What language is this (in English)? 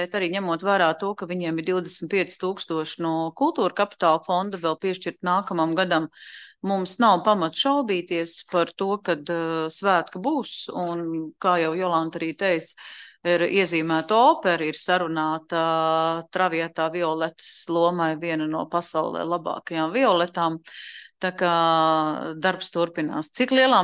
Latvian